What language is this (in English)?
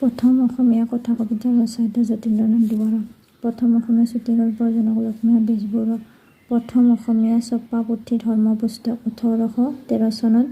Assamese